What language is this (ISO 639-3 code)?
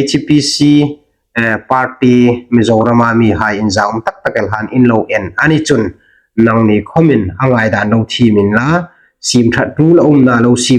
hmr